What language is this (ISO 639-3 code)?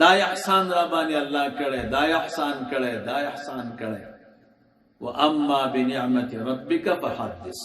pus